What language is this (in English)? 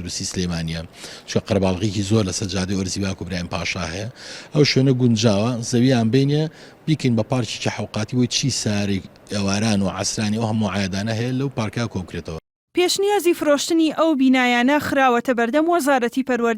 Central Kurdish